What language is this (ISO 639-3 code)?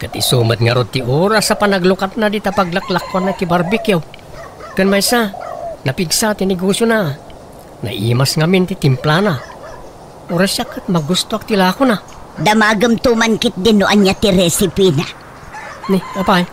ilo